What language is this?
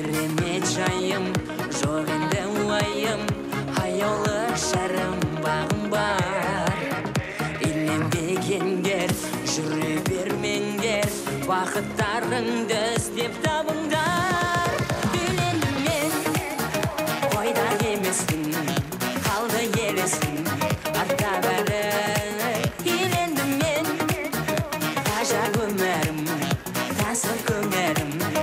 Kazakh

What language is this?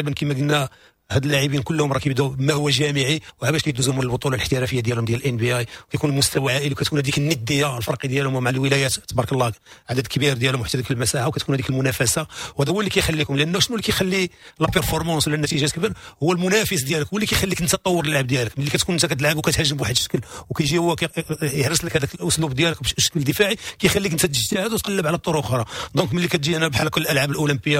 Moroccan Arabic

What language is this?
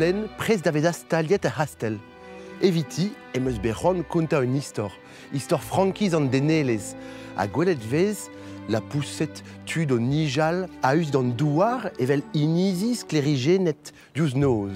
Breton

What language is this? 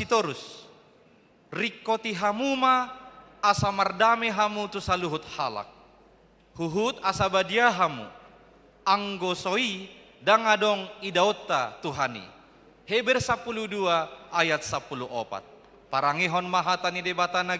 Batak Toba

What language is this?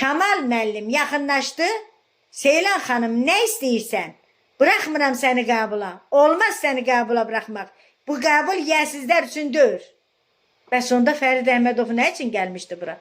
Azerbaijani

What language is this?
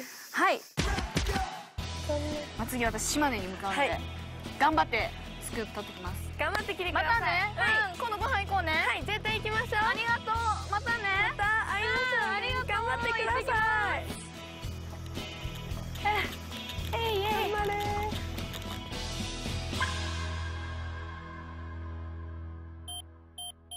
Japanese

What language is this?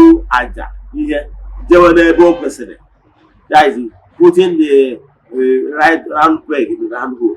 Igbo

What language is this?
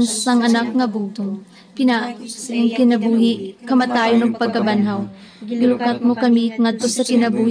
Cebuano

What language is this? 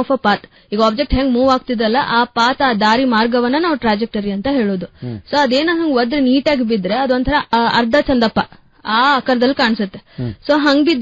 Kannada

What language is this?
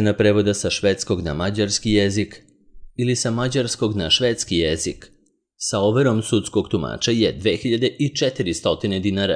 Serbian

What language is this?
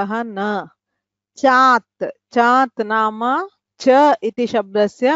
Sanskrit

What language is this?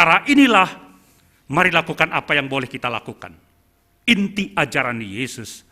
Batak Simalungun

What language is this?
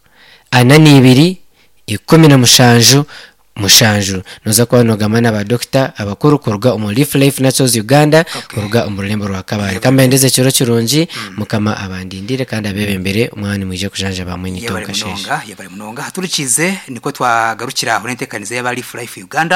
Nyankole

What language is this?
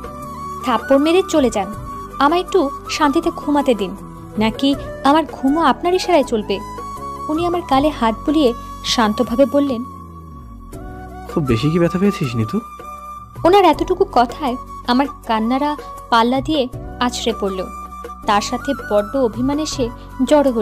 Bangla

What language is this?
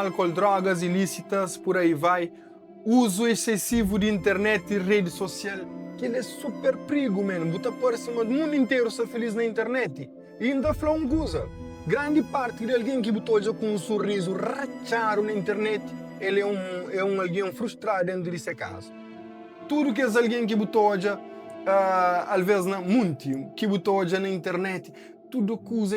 Kabuverdianu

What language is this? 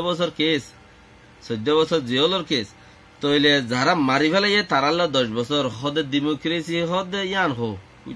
Rohingya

